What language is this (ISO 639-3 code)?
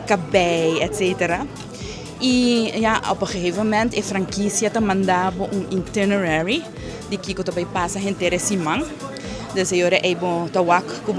pap